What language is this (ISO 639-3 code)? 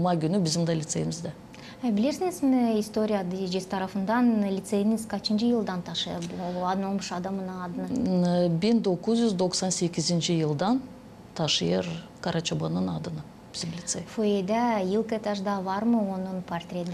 gag